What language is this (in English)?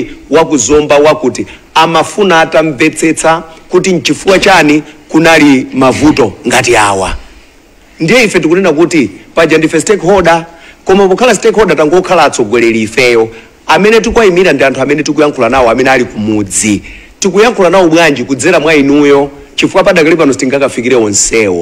Nyanja